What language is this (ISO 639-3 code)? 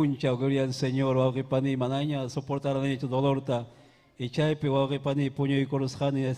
quy